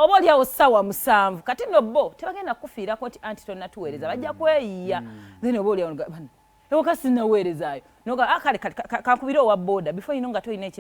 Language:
Ganda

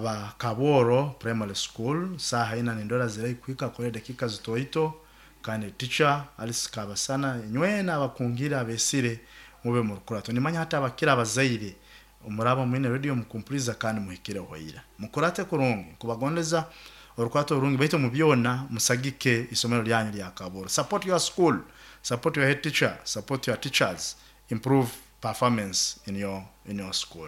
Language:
Nyoro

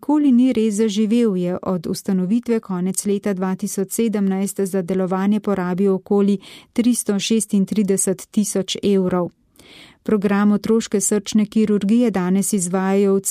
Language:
Slovenian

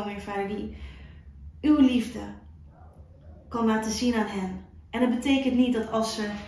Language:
Dutch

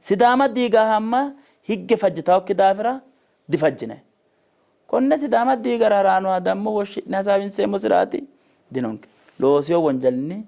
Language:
Sidamo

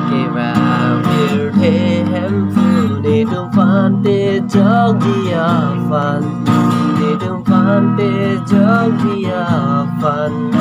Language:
Karbi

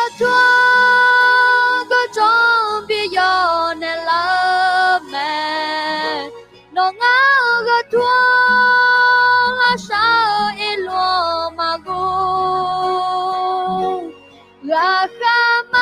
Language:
Akha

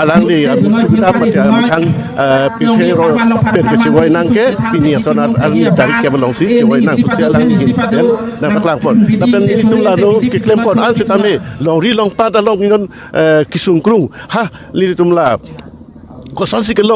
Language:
Karbi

